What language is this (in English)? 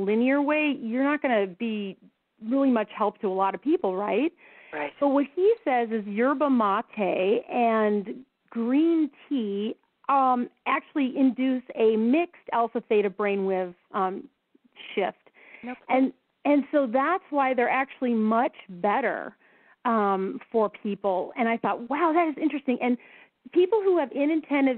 English